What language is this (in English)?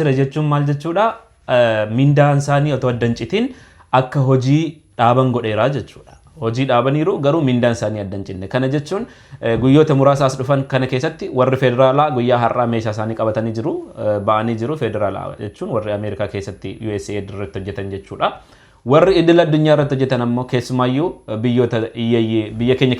Oromo